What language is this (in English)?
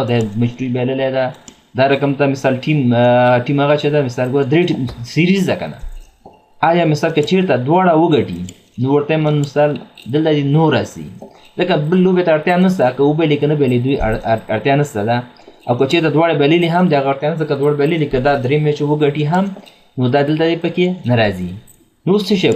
Pashto